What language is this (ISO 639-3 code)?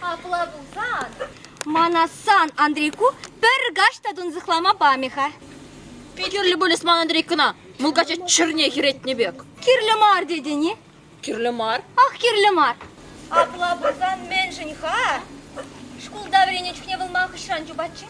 chv